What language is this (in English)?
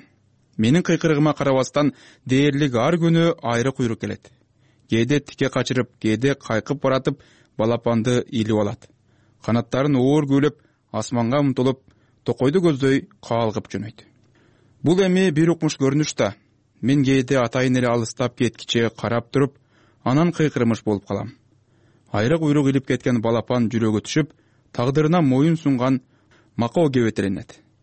Kyrgyz